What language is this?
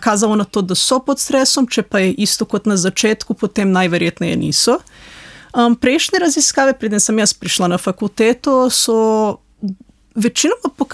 Slovenian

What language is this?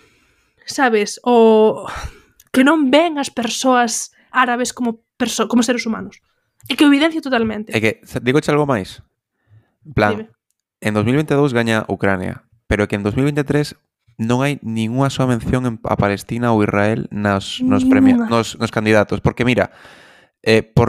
Galician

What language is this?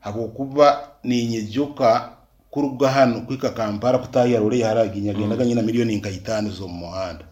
Nyankole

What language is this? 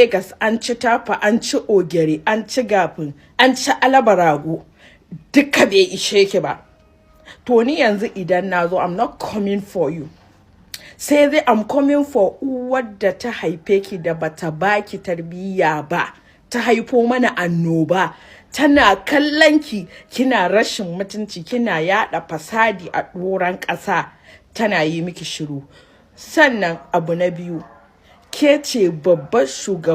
Hausa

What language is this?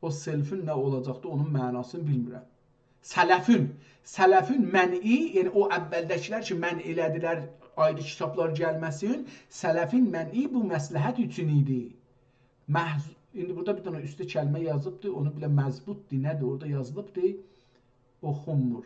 South Azerbaijani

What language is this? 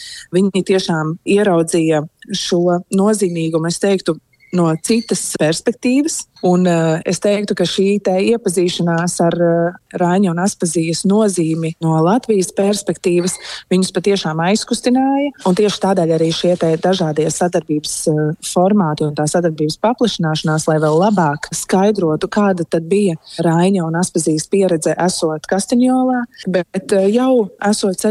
Latvian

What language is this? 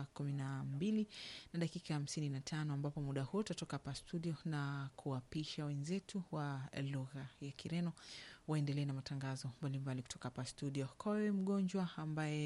Swahili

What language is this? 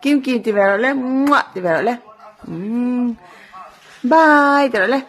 Mizo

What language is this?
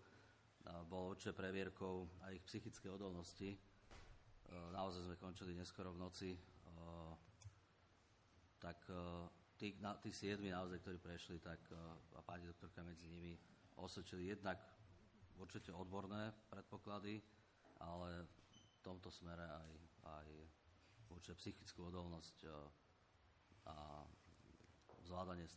Slovak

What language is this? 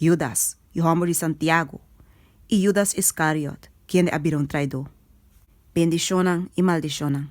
Papiamento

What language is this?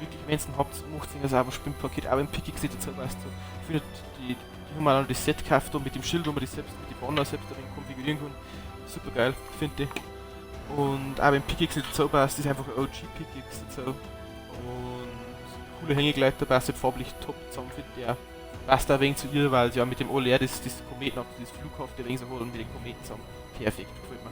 Bavarian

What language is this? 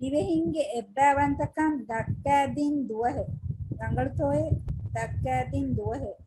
Divehi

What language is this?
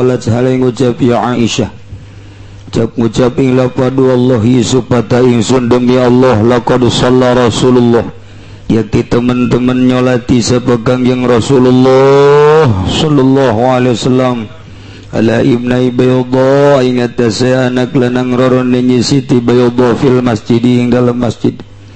Sundanese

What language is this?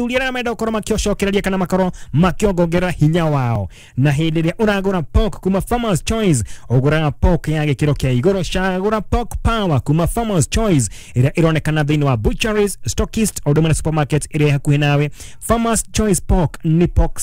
Kikuyu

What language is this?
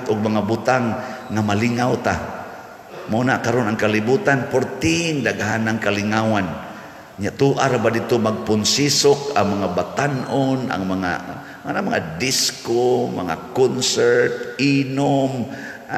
Cebuano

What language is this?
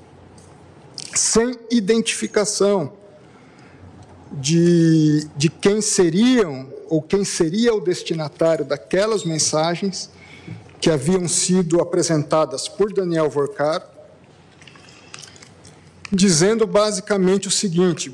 Portuguese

